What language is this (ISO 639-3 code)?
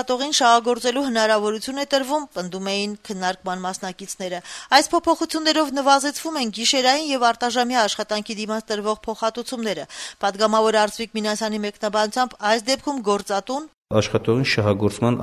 hye